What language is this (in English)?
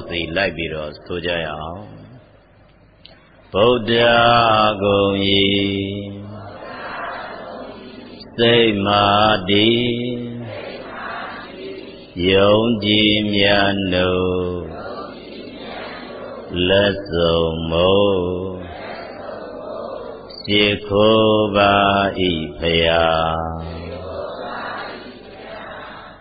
Burmese